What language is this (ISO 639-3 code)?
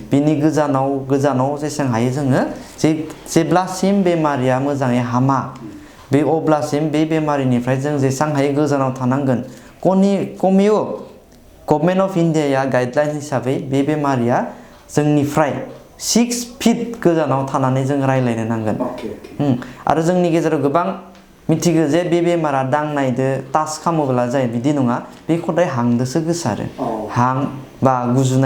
brx